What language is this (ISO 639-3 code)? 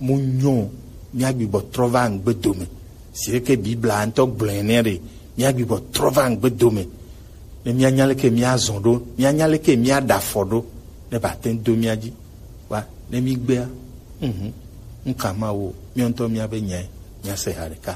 gej